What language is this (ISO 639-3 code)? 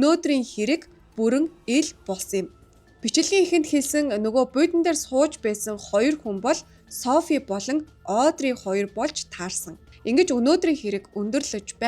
mon